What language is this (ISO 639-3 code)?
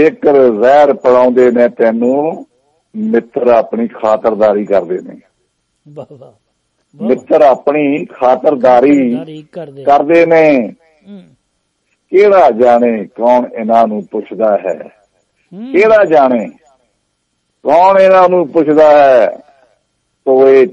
pan